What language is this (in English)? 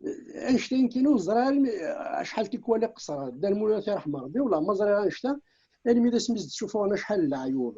Kabyle